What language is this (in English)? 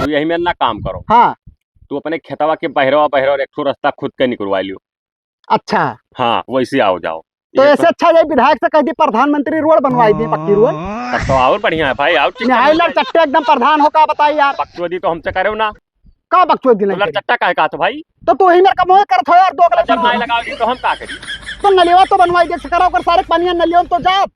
Awadhi